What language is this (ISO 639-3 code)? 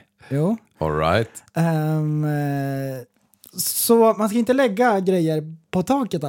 swe